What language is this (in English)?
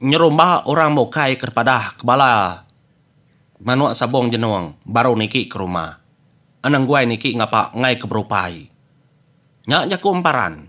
Iban